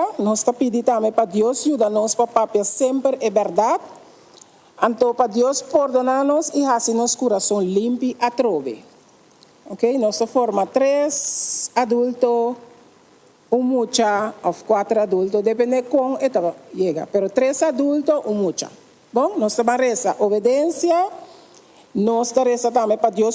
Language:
Papiamento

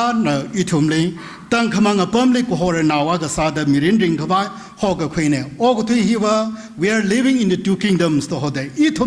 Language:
Tangkhul Naga (India)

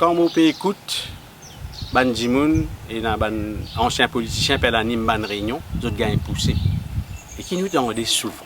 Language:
Morisyen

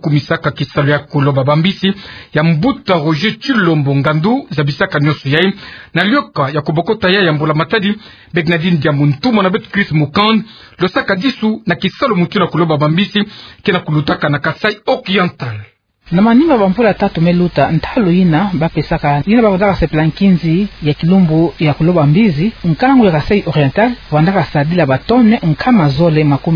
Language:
Kituba (Democratic Republic of Congo)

